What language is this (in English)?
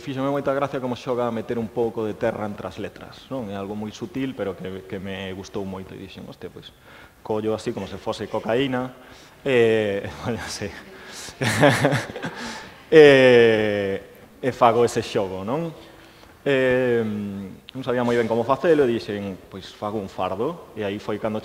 Galician